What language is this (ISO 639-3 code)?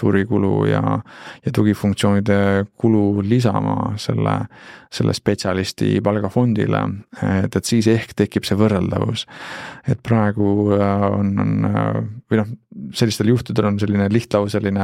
est